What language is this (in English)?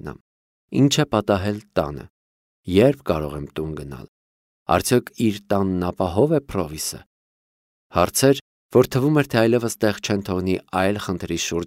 Armenian